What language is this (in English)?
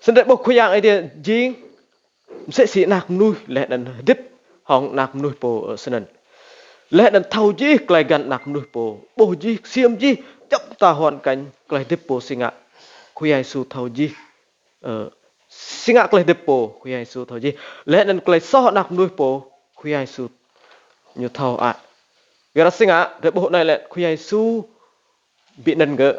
Rade